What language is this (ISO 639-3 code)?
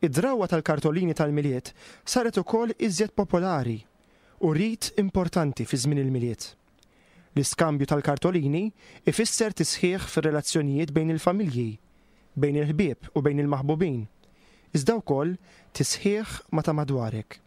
mlt